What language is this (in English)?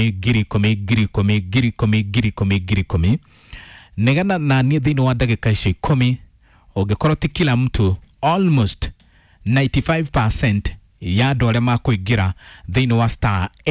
Kikuyu